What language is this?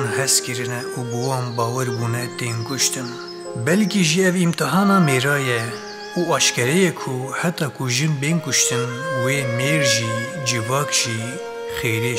Kurdish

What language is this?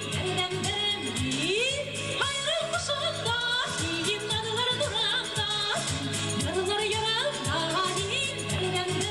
Bashkir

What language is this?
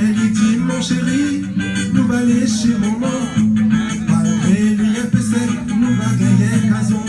Réunion Creole French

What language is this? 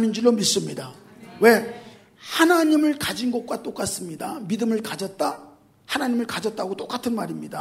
Korean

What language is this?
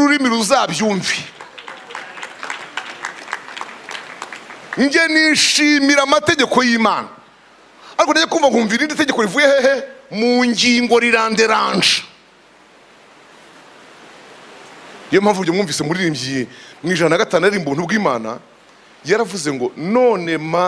Kinyarwanda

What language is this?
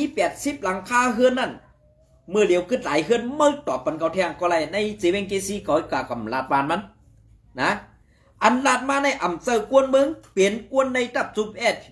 Shan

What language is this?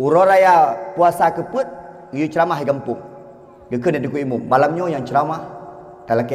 Achinese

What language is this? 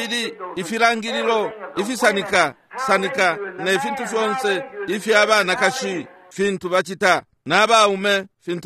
Bemba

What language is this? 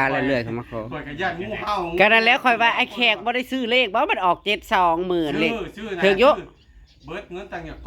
Northeastern Thai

